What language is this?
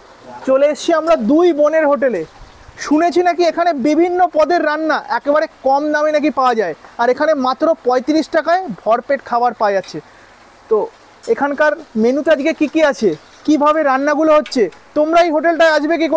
Bangla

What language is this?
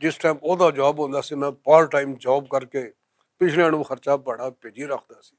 Western Panjabi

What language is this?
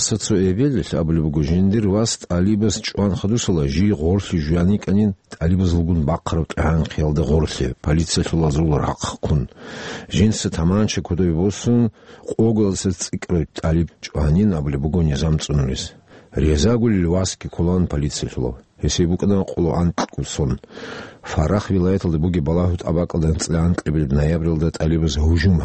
Avaric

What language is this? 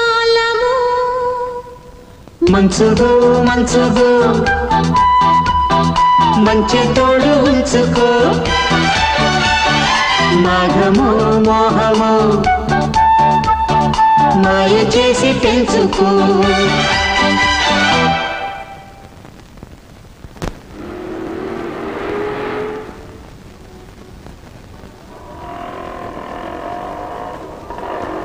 Telugu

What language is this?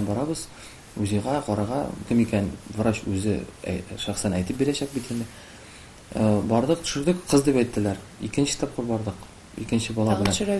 Tatar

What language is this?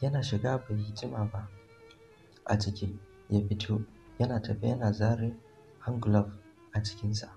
Hausa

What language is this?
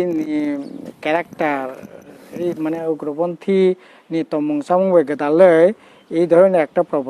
Kok Borok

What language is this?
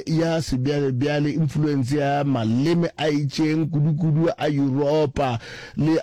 Northern Sotho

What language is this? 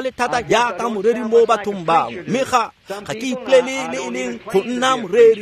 Tswana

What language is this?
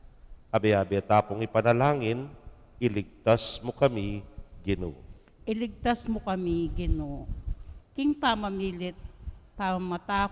Pampanga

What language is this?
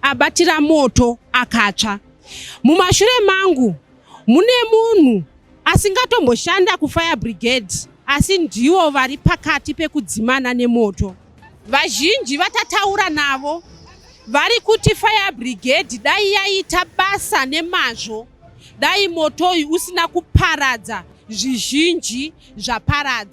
Shona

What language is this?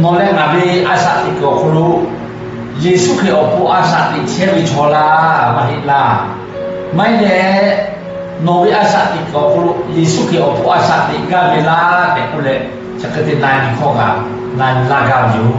Lahu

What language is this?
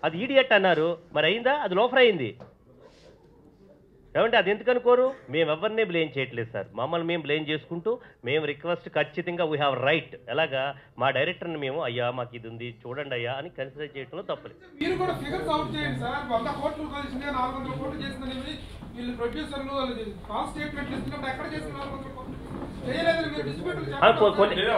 Telugu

